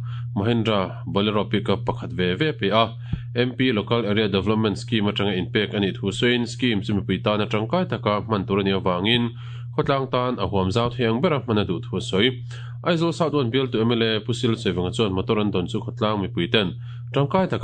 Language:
Mizo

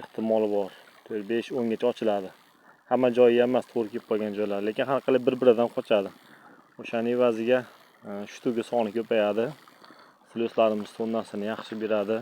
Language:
Uzbek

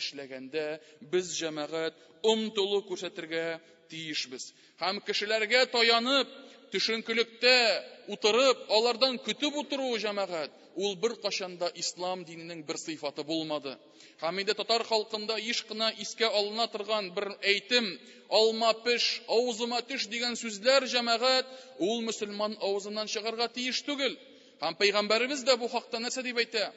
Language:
Tatar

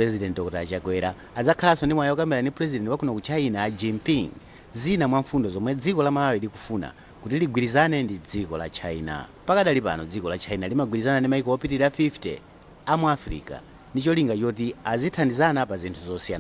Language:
Nyanja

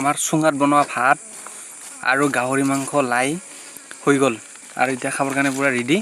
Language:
Assamese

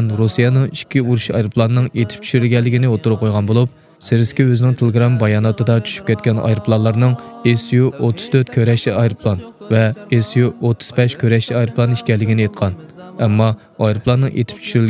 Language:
Uyghur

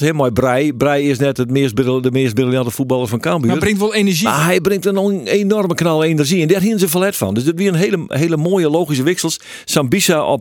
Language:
Western Frisian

